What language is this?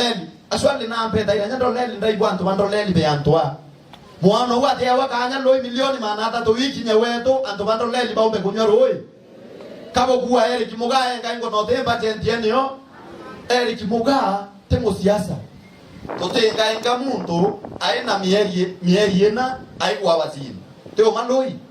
Meru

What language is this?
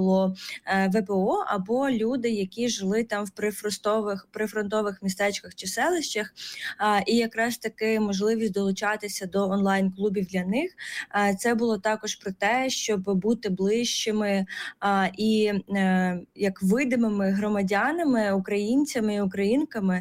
Ukrainian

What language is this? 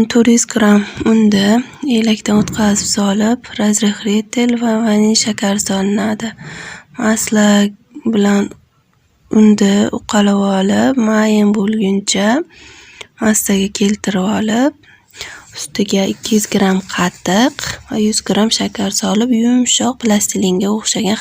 Uzbek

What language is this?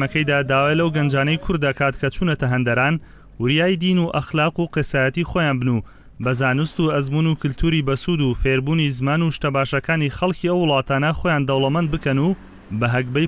Central Kurdish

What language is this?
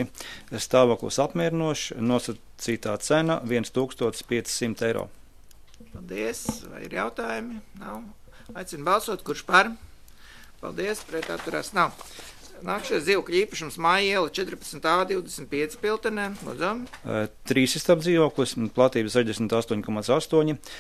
Latvian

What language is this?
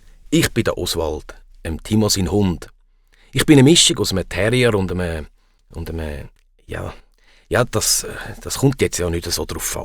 Swiss German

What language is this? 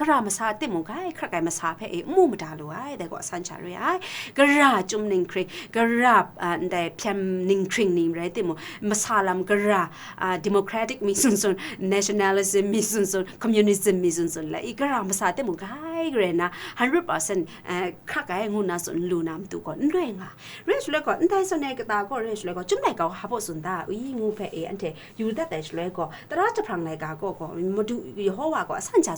Kachin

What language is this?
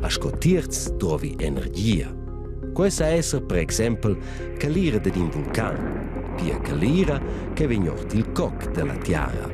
Romansh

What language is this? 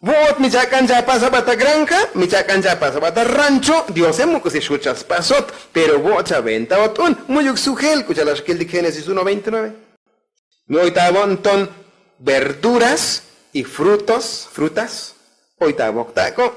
Tzotzil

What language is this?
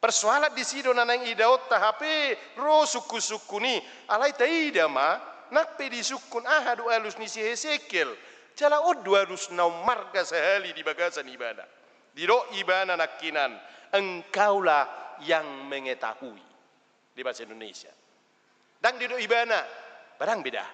Batak Toba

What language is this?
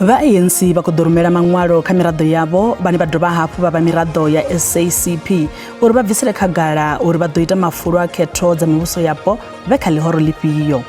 Venda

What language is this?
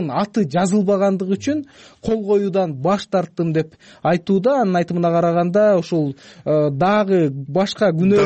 Kyrgyz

